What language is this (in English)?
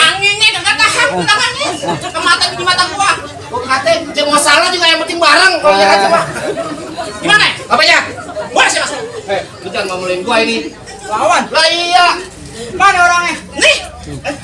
Betawi